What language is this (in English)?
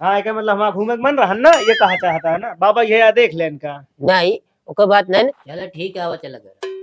Awadhi